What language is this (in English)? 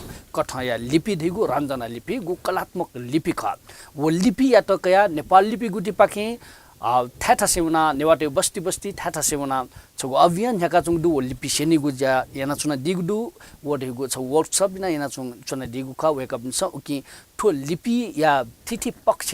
Newari